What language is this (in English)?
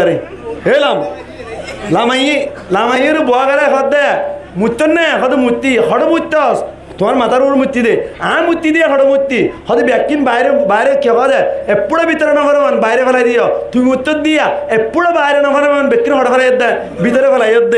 Rohingya